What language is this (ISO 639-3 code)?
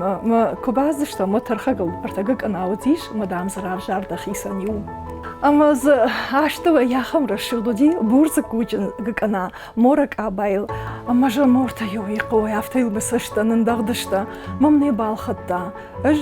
oss